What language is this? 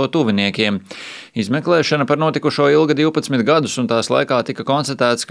Latvian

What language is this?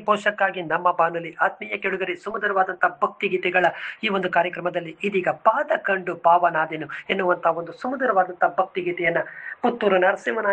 Kannada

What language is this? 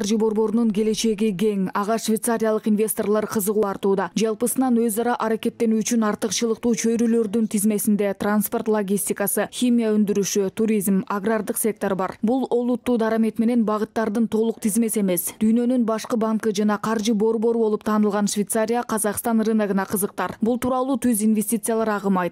Kyrgyz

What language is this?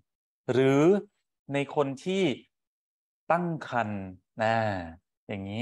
Thai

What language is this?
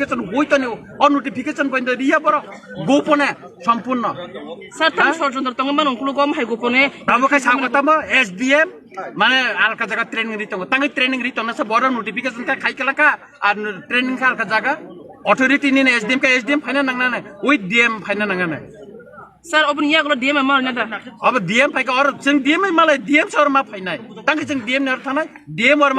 Kok Borok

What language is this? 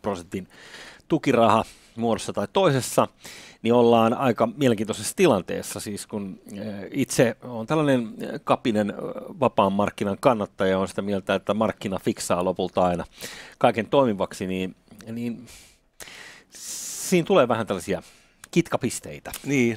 Finnish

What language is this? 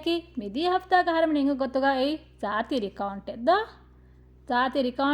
Divehi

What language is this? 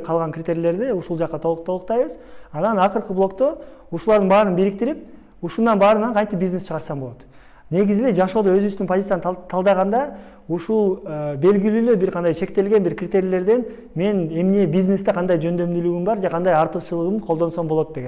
Kyrgyz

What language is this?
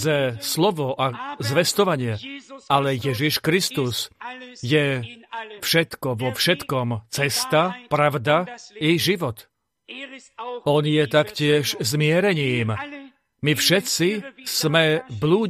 Slovak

